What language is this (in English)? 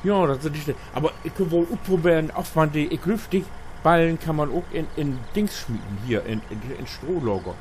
Low German